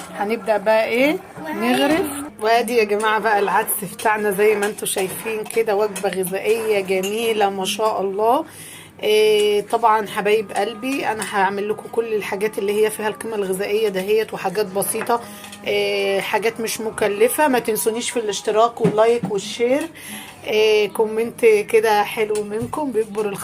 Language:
Egyptian Arabic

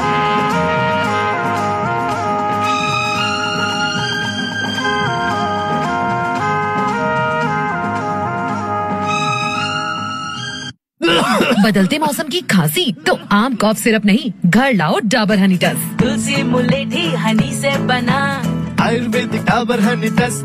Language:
Hindi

